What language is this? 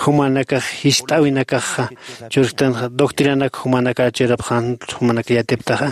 Aymara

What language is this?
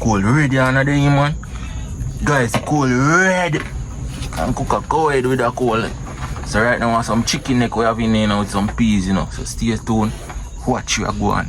Jamaican Creole English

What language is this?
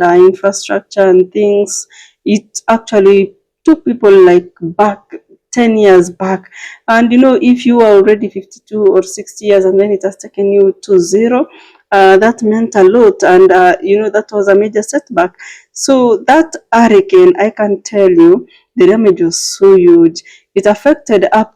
Jamaican Creole English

